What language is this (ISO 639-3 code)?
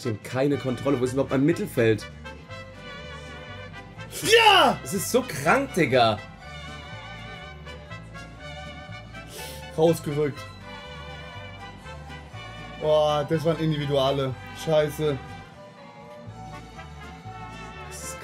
deu